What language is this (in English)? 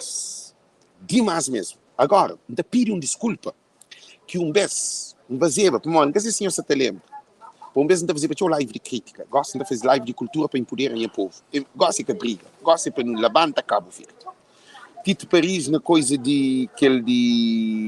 Kabuverdianu